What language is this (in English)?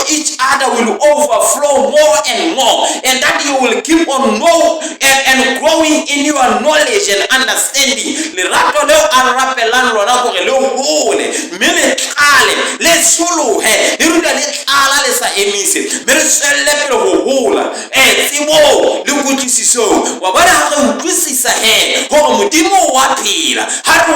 Southern Sotho